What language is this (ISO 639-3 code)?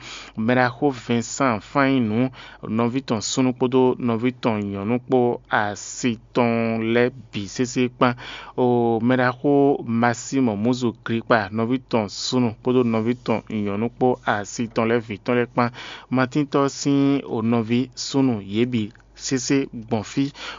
fon